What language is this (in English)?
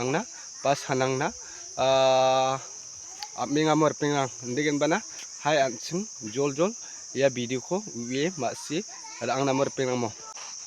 Garo